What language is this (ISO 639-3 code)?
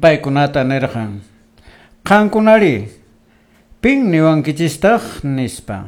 que